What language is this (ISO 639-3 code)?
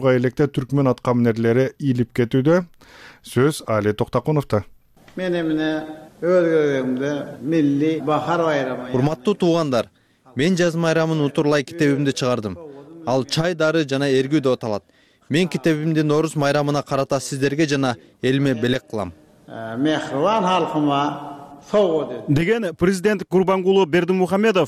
kir